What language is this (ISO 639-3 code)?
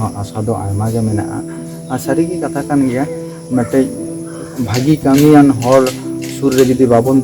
sat